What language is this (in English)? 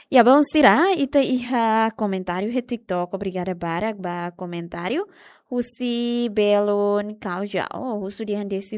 Tetum